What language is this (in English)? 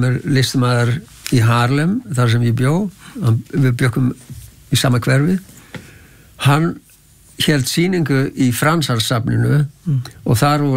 Icelandic